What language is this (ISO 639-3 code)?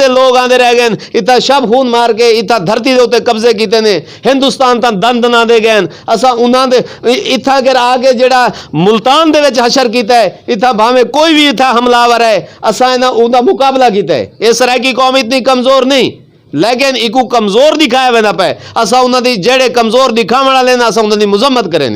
skr